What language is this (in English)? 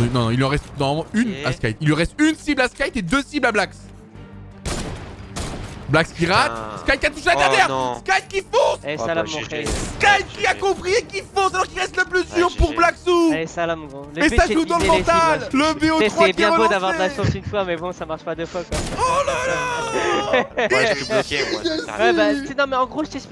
French